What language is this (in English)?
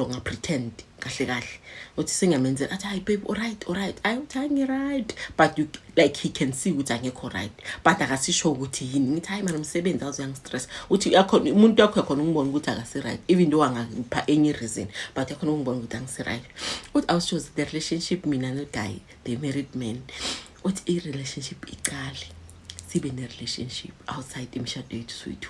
Zulu